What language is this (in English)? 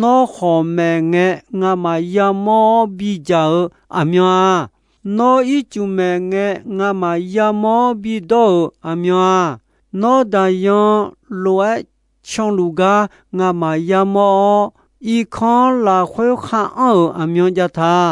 Akha